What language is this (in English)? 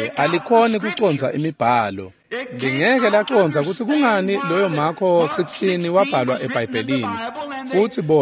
Swati